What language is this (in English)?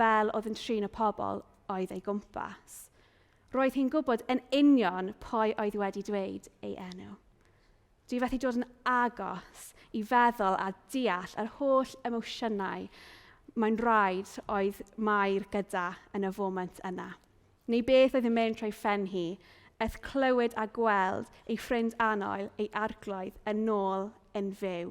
Welsh